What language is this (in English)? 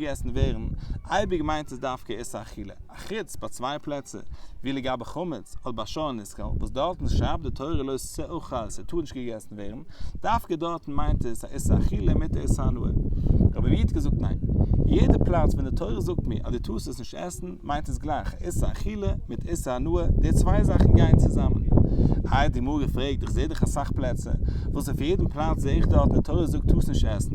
Yiddish